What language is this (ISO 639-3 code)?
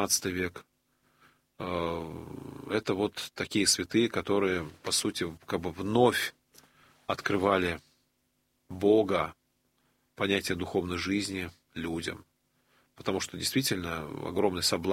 rus